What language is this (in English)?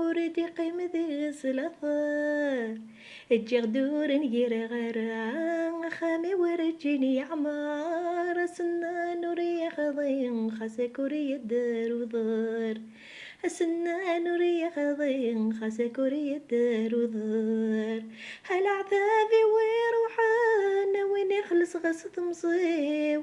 Kabyle